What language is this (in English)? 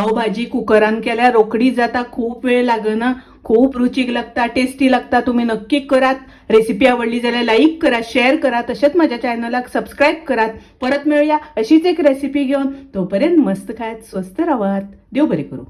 Konkani